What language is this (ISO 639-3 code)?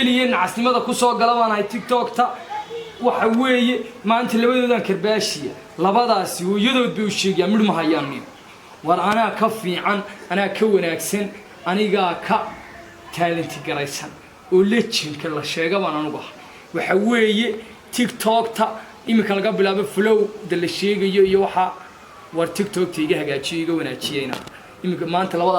som